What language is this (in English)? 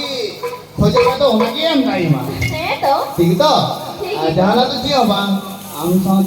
Santali